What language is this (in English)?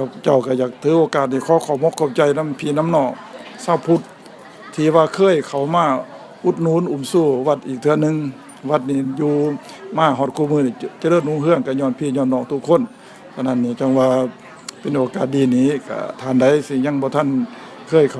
Lao